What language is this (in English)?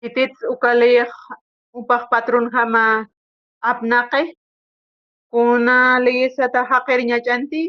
Aymara